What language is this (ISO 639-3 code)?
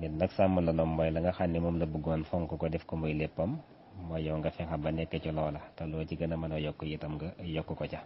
wol